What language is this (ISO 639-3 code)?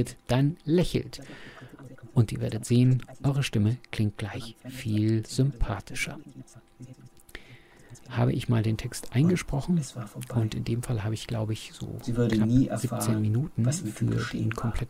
deu